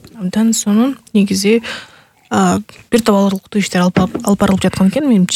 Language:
Kyrgyz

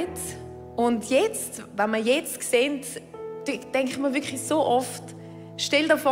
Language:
Swiss German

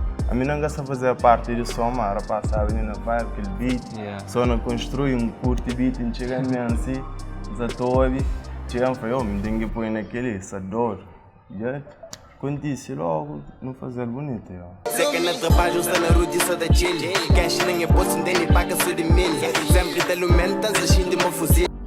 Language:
Kabuverdianu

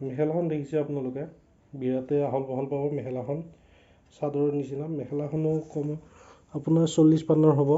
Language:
Assamese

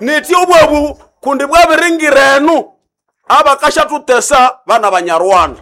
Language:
Nande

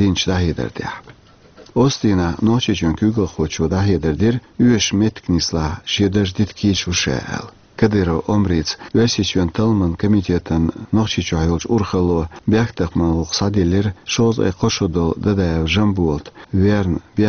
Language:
Chechen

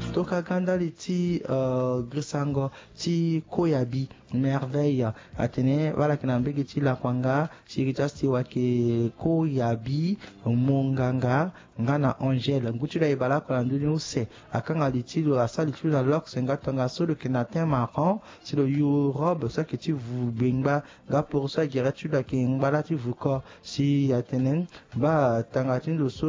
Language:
Sango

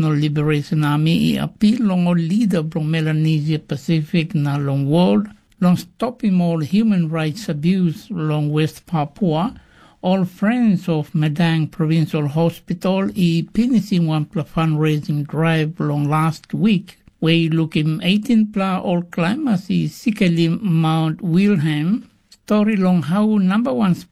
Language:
Tok Pisin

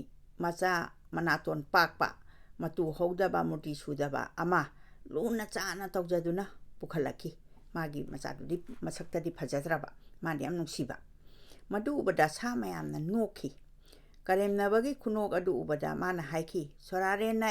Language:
Manipuri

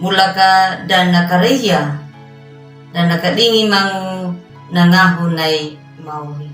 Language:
Anakalangu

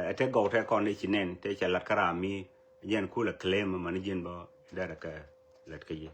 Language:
Nuer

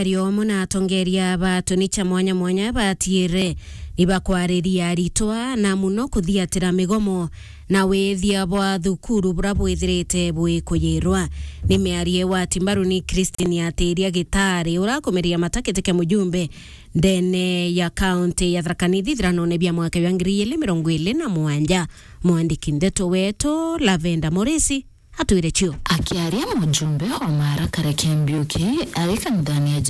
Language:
Meru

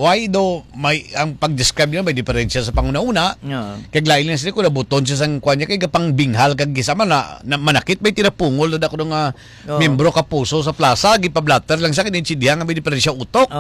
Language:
Hiligaynon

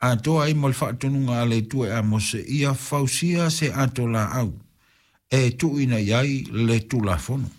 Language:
Samoan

